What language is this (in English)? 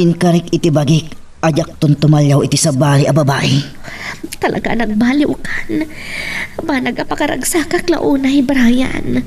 Iloko